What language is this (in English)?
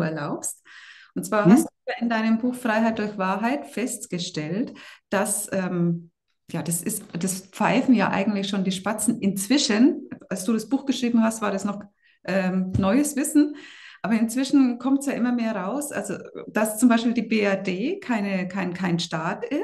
German